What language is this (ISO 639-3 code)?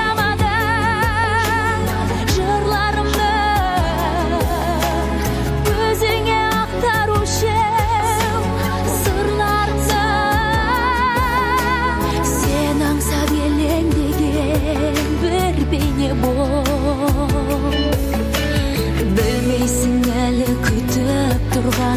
kaz